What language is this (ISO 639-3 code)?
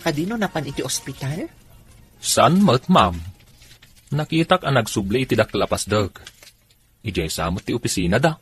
ilo